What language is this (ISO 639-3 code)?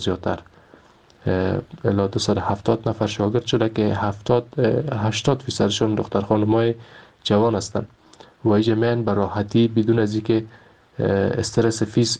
fas